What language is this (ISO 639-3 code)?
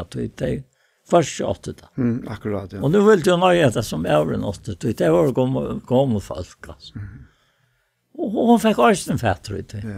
fao